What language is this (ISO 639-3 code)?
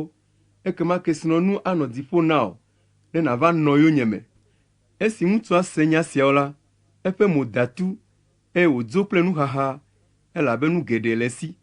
ewe